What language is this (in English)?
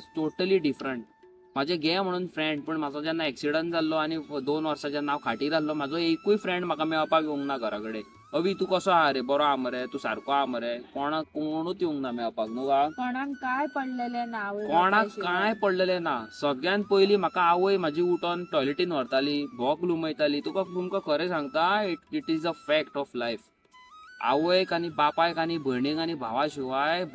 Konkani